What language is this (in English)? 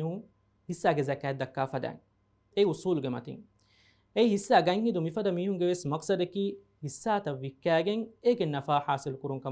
Divehi